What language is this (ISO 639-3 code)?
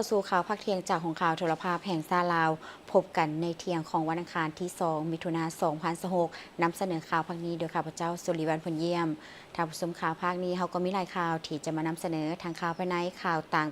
lao